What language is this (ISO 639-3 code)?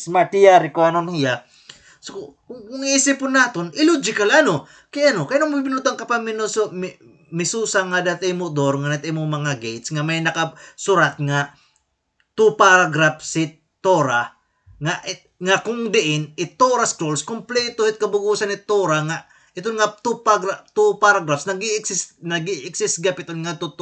war